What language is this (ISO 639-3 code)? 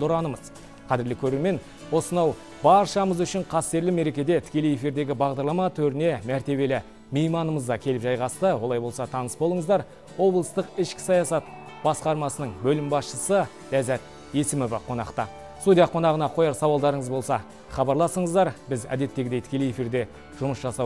kaz